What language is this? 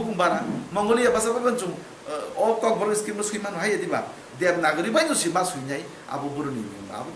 Kok Borok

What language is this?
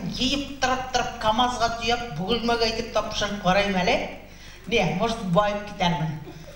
Bashkir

